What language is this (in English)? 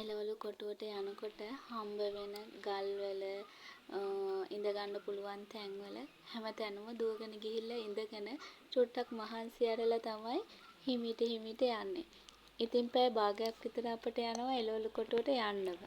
Sinhala